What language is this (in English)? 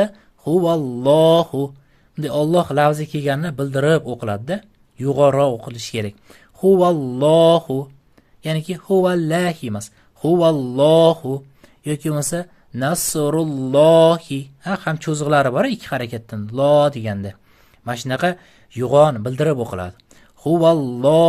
Uzbek